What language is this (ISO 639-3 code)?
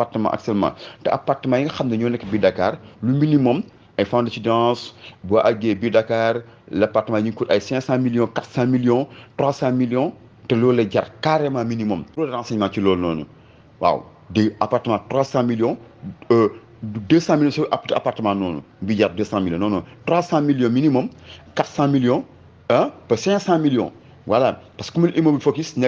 wol